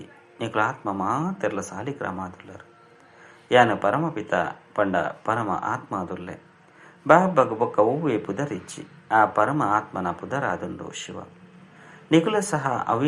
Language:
Tulu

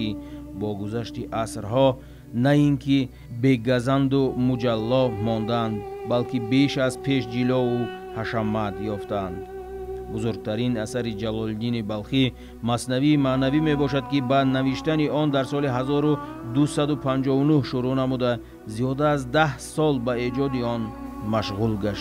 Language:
Tajik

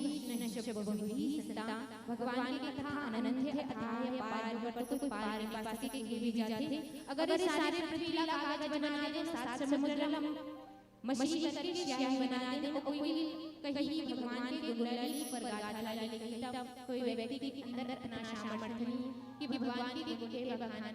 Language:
Chhattisgarhi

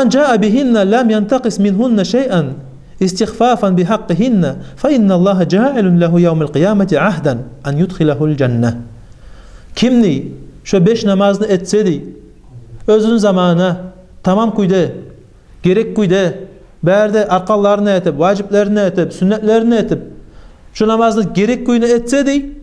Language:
Kumyk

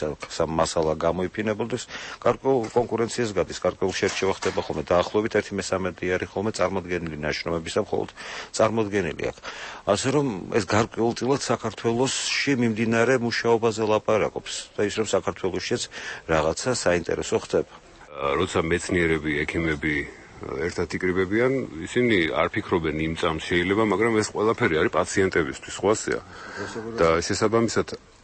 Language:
Georgian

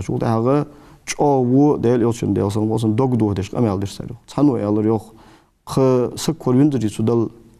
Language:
Ingush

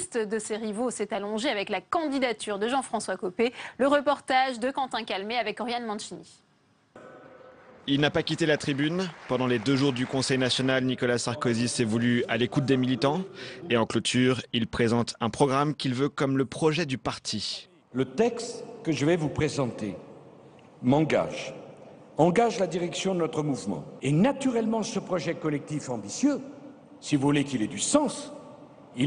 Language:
French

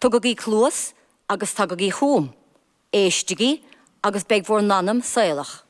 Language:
Irish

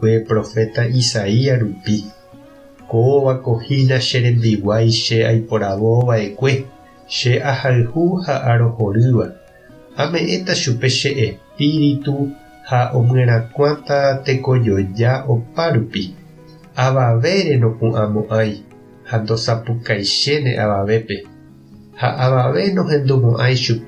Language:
Guarani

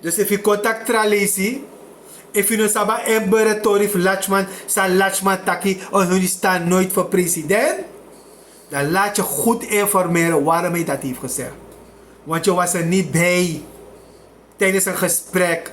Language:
Sranan Tongo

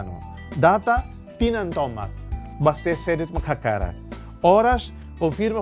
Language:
Tetum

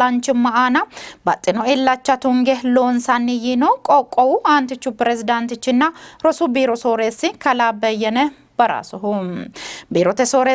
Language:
Sidamo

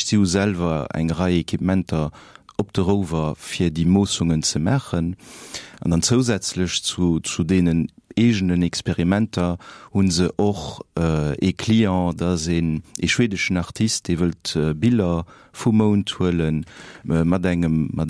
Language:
Luxembourgish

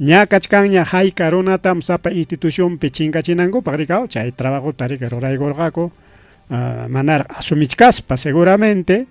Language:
Ayacucho Quechua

